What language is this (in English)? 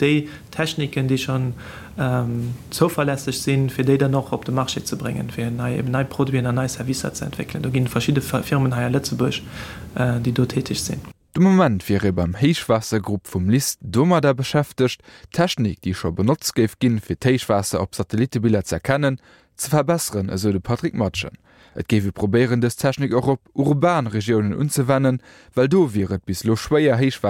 Luxembourgish